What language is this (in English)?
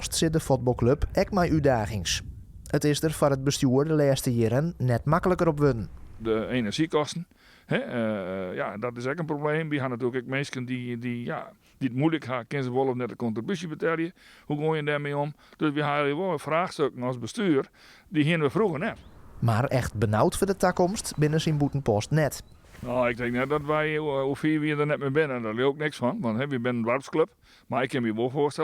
Western Frisian